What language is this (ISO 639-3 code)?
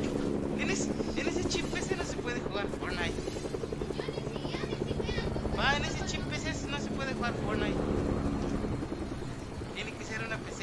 spa